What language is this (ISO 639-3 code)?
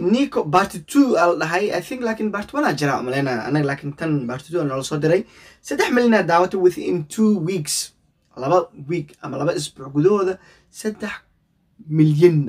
som